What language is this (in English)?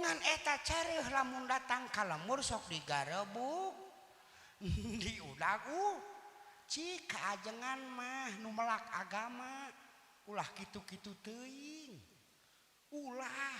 Sundanese